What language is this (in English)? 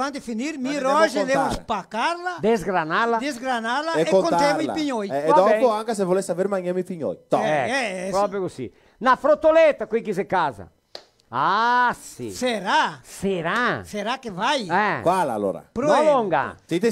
Venetian